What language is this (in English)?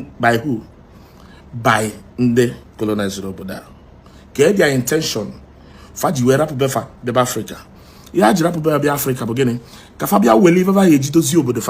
Igbo